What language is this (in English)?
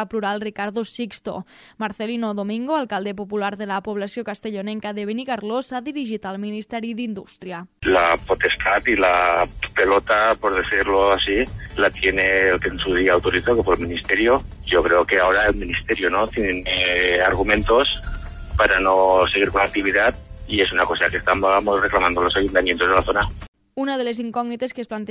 Catalan